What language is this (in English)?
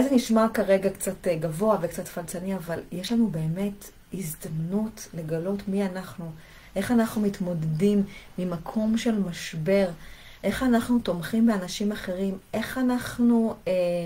Hebrew